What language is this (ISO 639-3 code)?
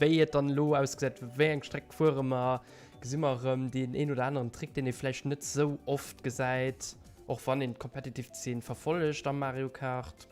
ltz